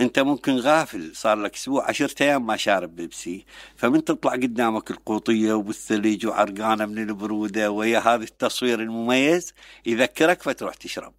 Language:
Mesopotamian Arabic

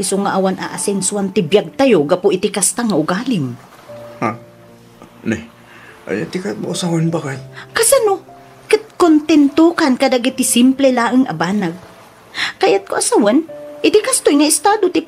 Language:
Iloko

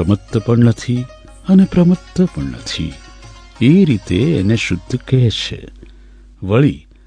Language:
Gujarati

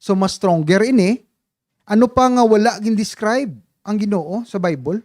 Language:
Hiligaynon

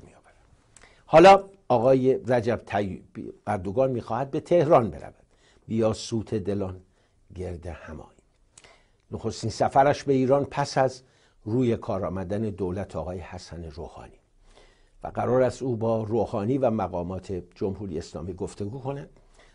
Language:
Persian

